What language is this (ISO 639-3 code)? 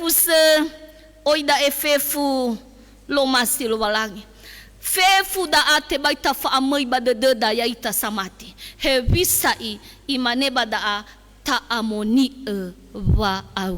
nia